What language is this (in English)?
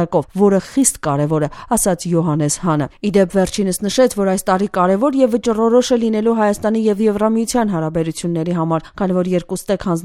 Armenian